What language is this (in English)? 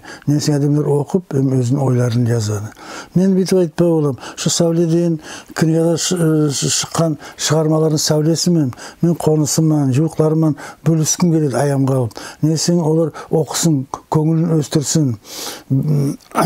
Nogai